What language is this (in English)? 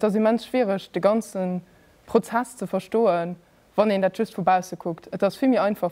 Luxembourgish